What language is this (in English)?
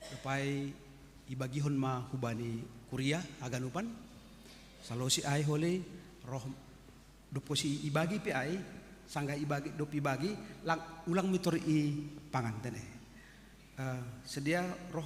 Batak Simalungun